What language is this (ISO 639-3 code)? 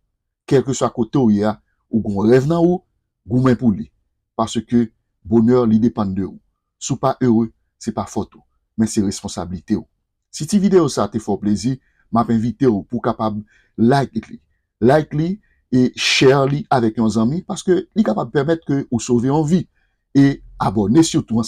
hat